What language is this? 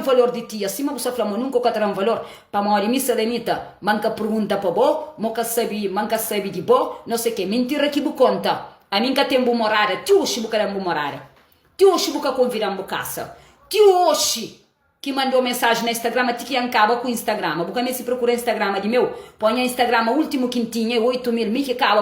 Kabuverdianu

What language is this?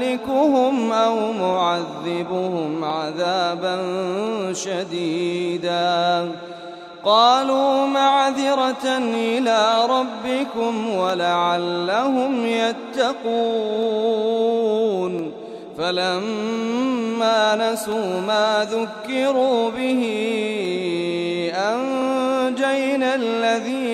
Arabic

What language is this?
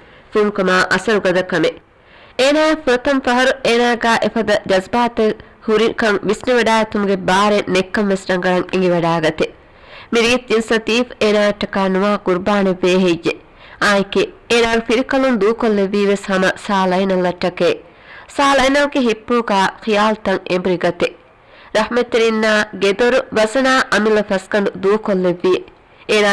Divehi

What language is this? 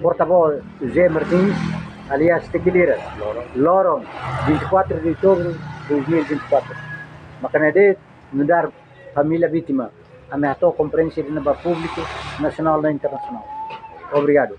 Tetum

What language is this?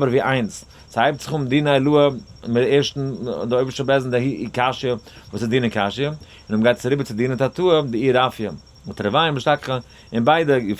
Yiddish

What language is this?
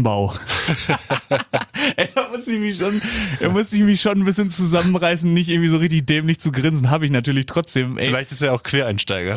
German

